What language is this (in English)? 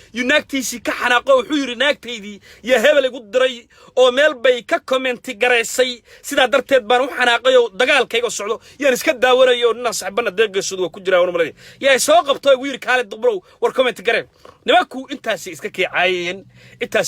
Somali